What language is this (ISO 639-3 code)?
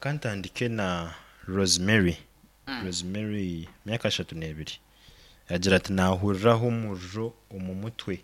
nyn